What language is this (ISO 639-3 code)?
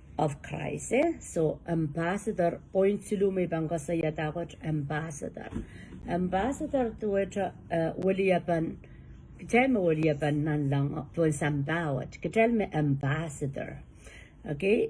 pon